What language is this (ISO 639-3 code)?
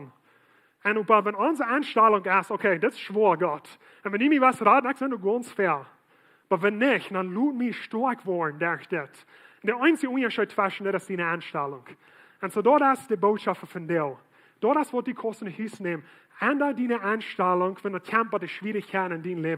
pdt